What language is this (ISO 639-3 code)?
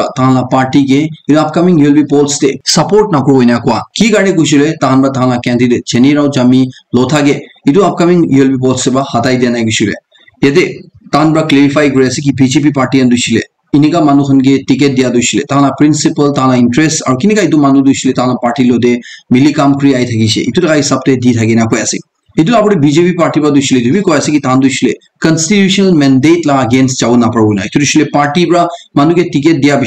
nag